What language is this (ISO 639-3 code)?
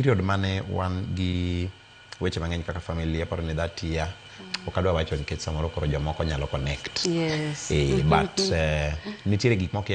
luo